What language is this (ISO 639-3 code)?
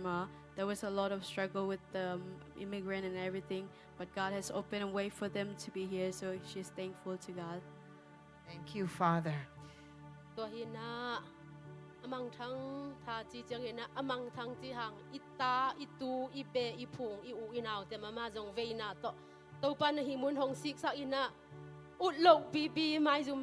ctd